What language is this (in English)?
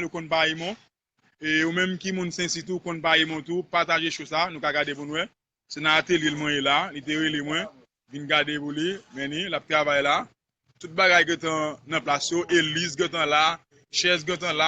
Haitian Creole